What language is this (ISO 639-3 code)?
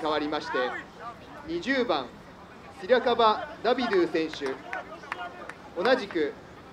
jpn